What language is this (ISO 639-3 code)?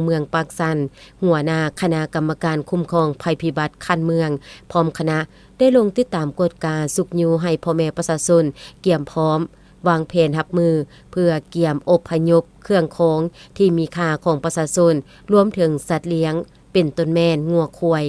lao